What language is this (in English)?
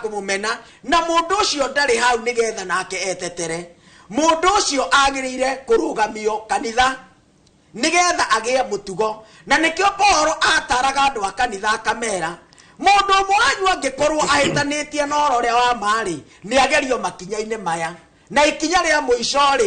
Kikuyu